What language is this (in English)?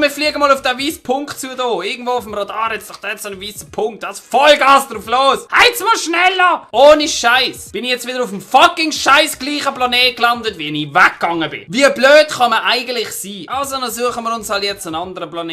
Swiss German